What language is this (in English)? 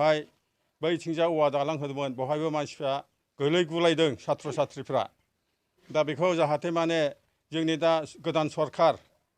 Bodo